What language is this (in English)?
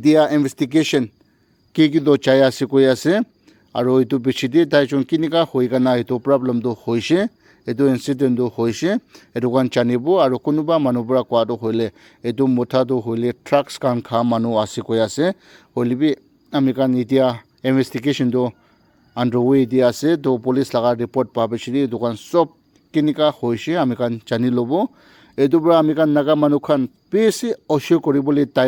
Naga Pidgin